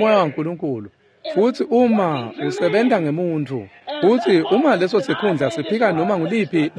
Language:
Swati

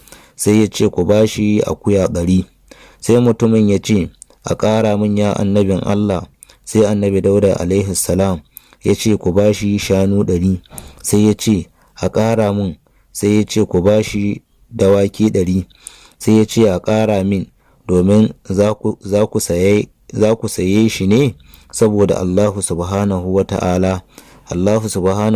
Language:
Hausa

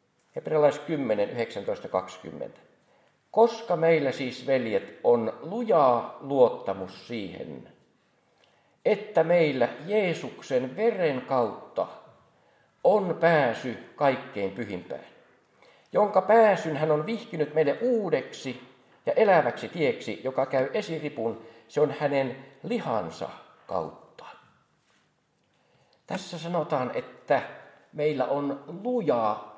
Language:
Finnish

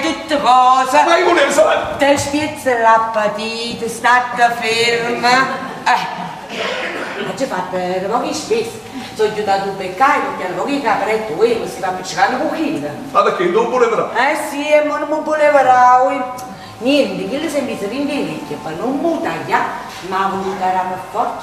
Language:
Neapolitan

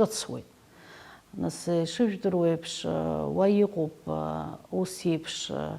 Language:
Abkhazian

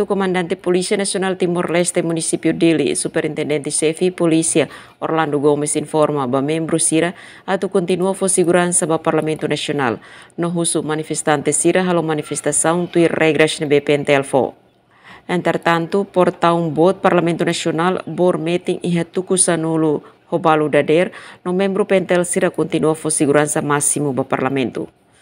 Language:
Tetum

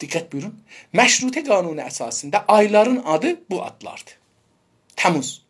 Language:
South Azerbaijani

